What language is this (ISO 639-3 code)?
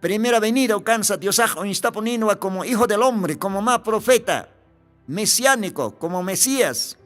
aym